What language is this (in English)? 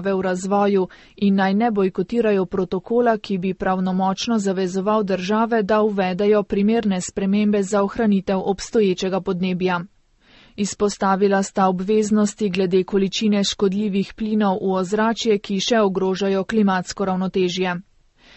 Slovenian